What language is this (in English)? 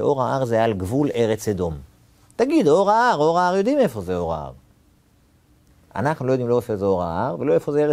Hebrew